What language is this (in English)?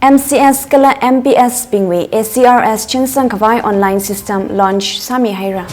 Tangkhul Naga (India)